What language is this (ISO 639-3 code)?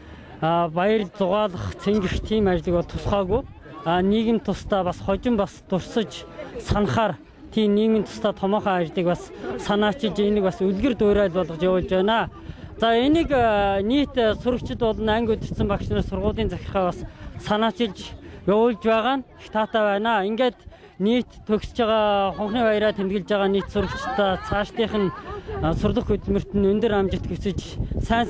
mon